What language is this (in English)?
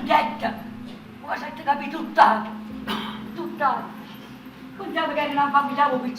Neapolitan